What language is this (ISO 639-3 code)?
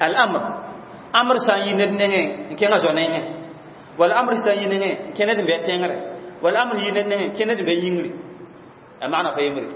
mos